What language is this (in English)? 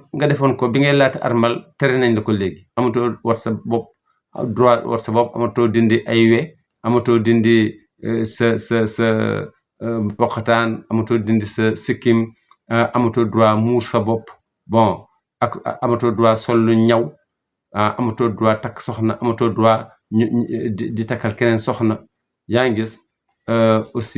Wolof